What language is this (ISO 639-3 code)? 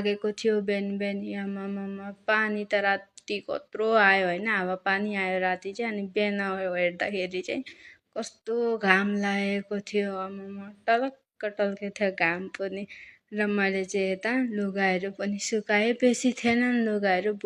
nep